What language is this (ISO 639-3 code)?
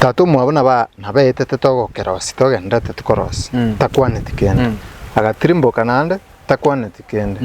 guz